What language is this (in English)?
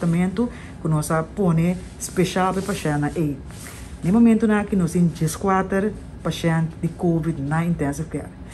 Papiamento